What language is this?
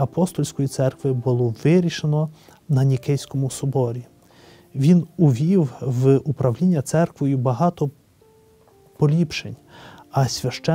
Ukrainian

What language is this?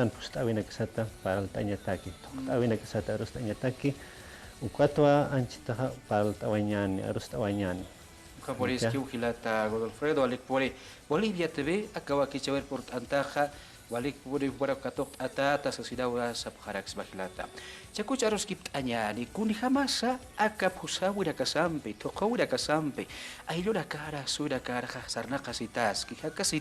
Aymara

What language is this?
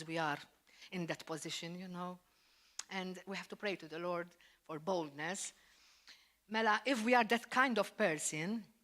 English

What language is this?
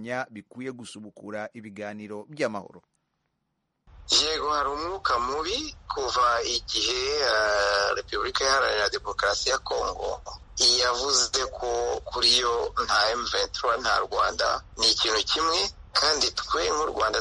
Kinyarwanda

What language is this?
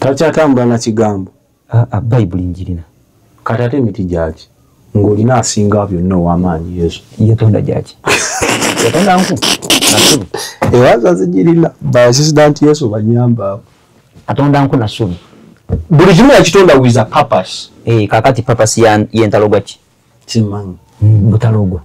Ganda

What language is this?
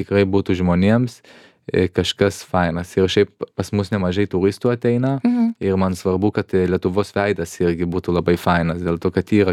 Lithuanian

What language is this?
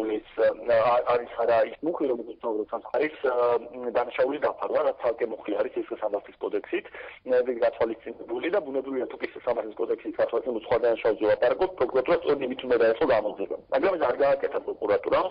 Georgian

